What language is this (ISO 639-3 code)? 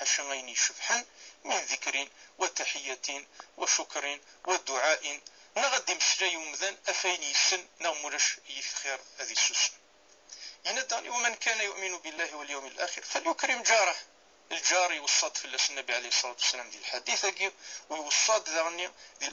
kab